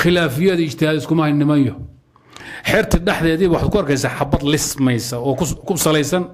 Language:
Somali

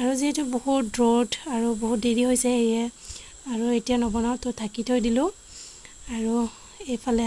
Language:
Assamese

